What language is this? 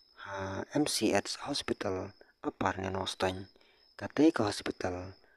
Khasi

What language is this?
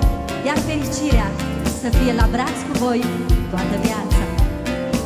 Romanian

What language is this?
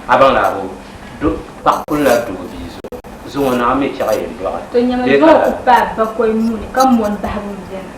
Dagbani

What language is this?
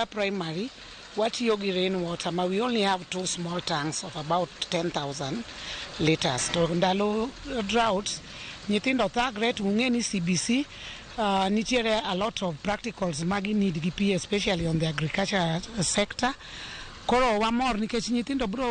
Luo (Kenya and Tanzania)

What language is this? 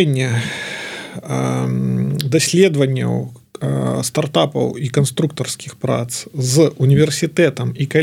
Belarusian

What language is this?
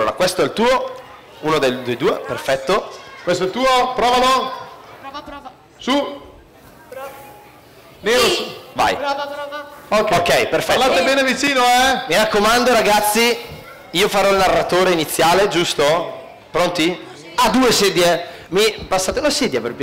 Italian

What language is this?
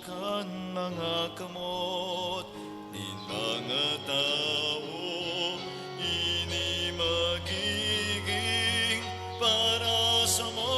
Bikol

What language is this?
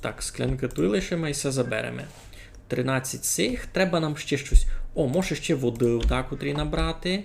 Rusyn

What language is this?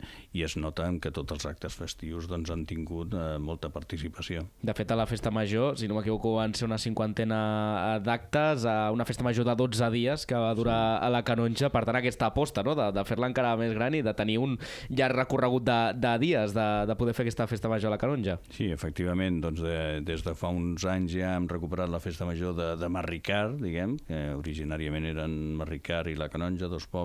Catalan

